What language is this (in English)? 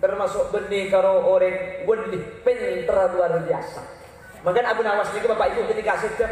Madurese